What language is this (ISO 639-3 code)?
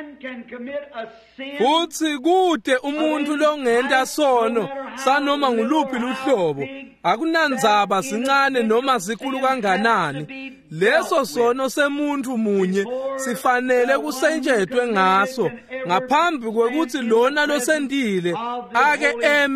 ssw